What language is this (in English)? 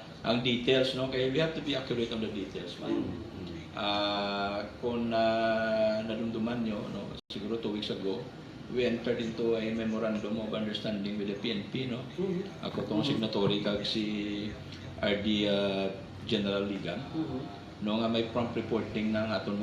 Hiligaynon